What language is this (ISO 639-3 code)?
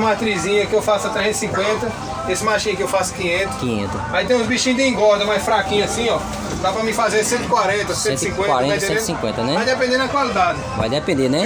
por